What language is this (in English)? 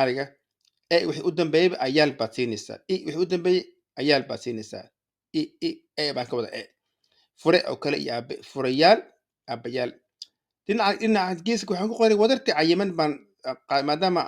Somali